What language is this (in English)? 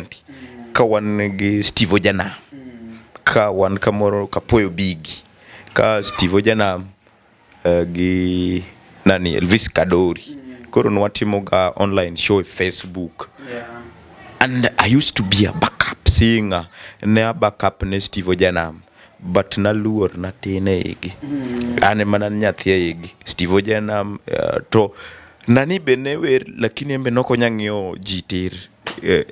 Luo (Kenya and Tanzania)